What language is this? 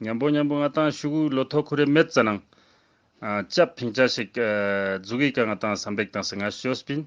Ladakhi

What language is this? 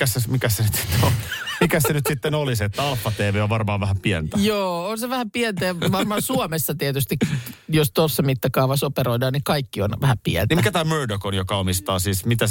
Finnish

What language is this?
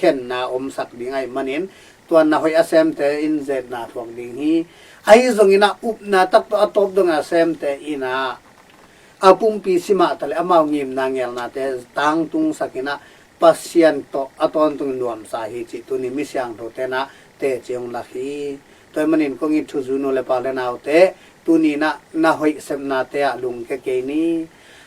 Tedim Chin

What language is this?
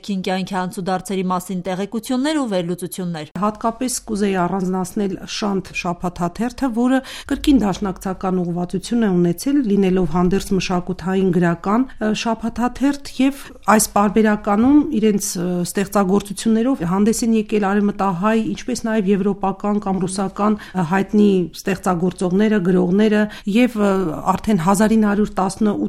Armenian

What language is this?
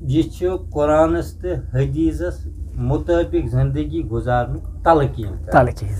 Kashmiri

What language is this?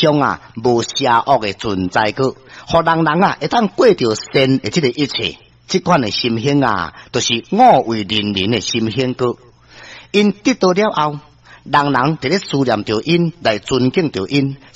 Min Nan Chinese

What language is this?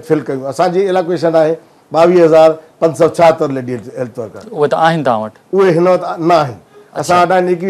Sindhi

